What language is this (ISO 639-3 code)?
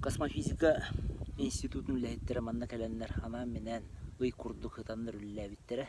sah